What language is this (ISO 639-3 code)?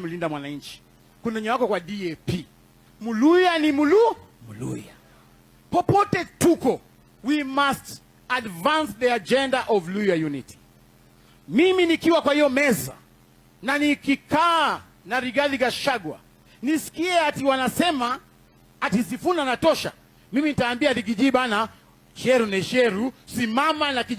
luo